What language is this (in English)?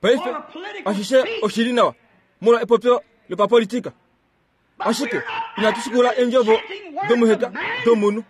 Kuanyama